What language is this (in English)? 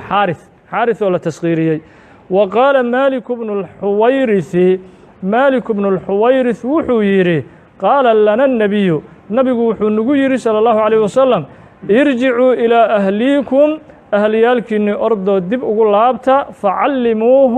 Somali